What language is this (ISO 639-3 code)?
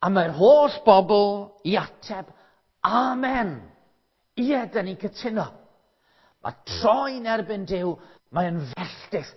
cym